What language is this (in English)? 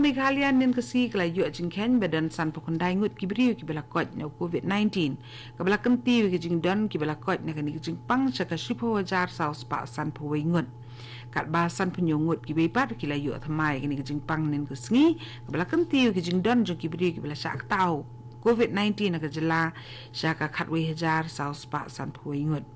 Khasi